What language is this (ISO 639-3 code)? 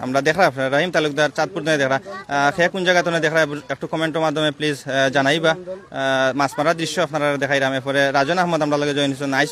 syl